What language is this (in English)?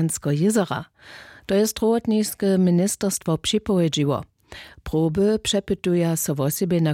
Upper Sorbian